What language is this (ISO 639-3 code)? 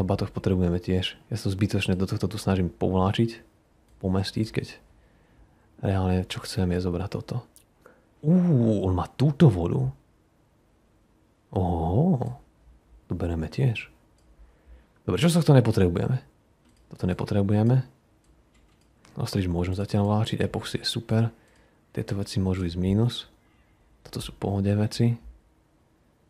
slk